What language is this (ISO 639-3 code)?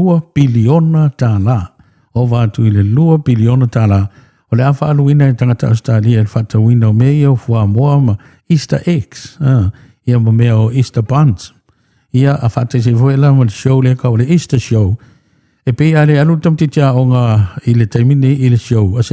smo